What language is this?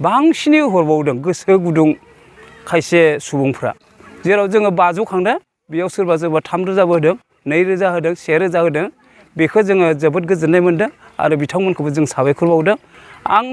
Bodo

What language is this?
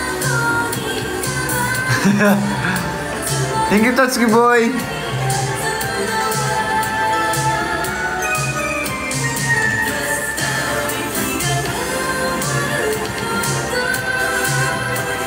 Filipino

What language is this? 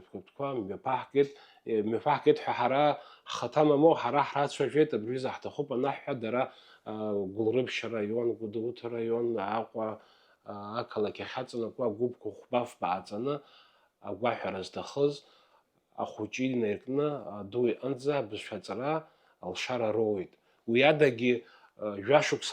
Abkhazian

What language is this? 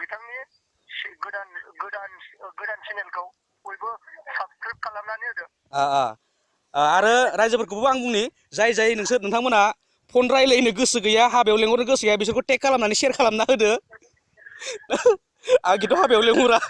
Bodo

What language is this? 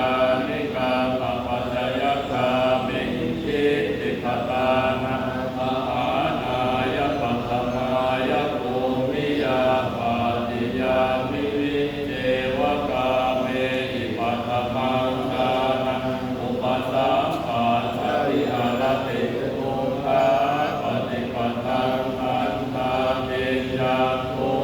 Pali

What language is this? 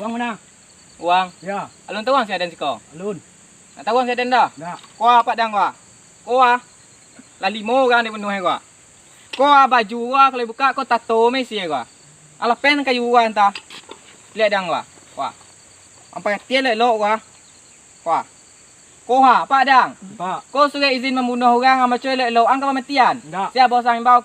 Minangkabau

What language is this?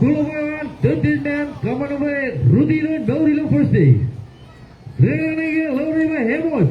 Marshallese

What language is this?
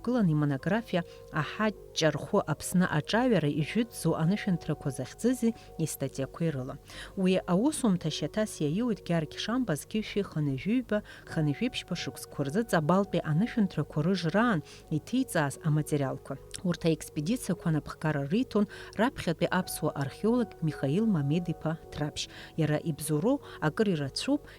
Abkhazian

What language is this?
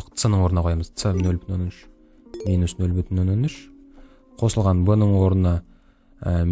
Kazakh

